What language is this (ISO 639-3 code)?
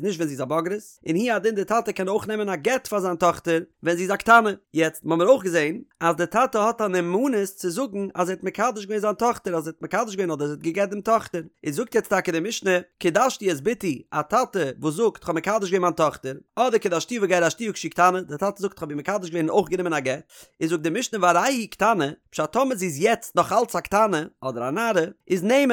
yid